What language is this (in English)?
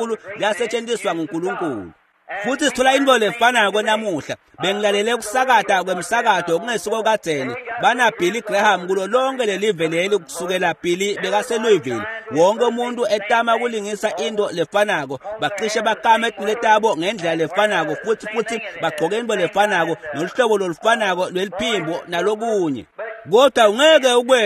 Swati